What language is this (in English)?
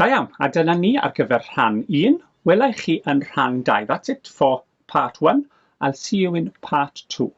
Welsh